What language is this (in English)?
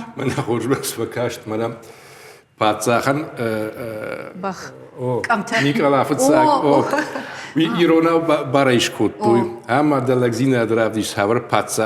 Ossetic